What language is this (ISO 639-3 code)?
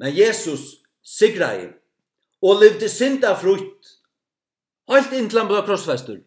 fao